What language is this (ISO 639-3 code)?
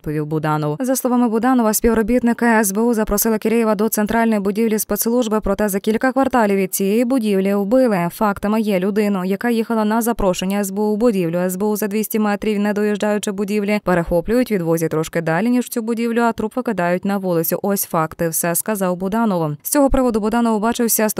ukr